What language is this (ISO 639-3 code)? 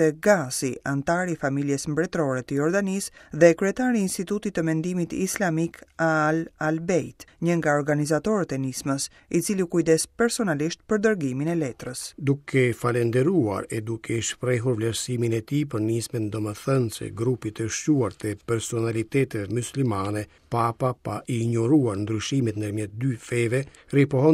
sqi